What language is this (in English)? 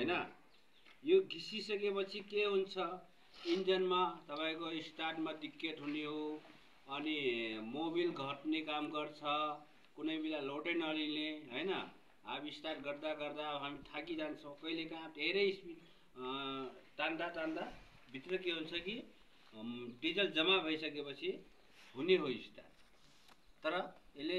Nepali